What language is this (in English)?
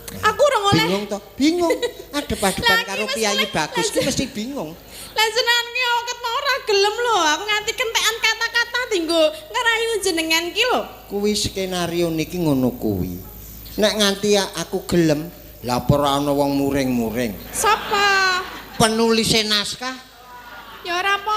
Javanese